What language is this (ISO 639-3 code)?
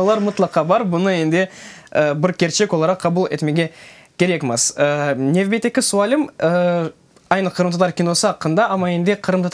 crh